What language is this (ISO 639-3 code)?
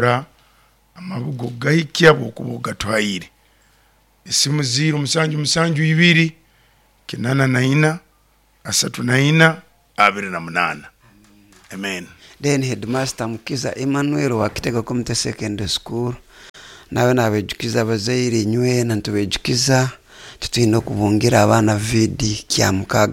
nyo